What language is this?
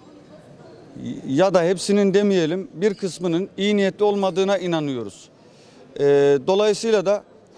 Turkish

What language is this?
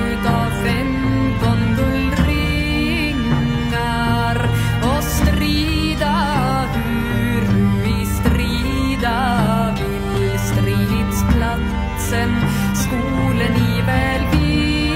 Swedish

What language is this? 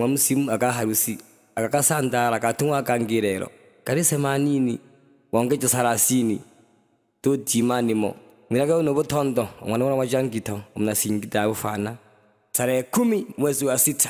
Swahili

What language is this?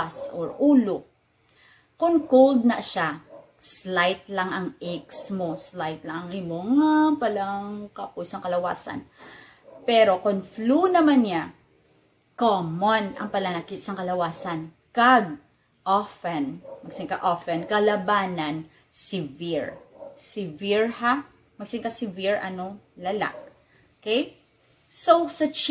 Hiligaynon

